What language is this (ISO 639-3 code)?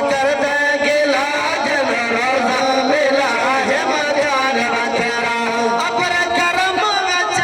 skr